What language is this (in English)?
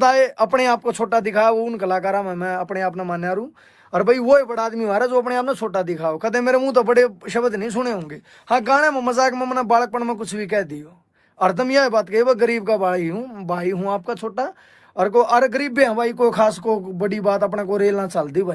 Haryanvi